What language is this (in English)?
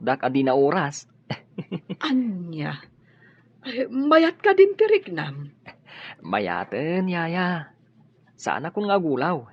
Iloko